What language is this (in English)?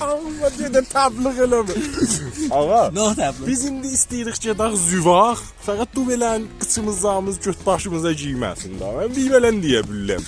South Azerbaijani